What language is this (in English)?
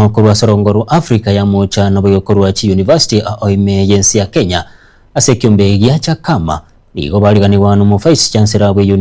Gusii